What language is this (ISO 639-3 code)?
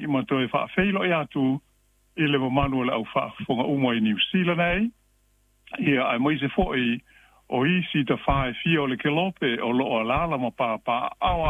smo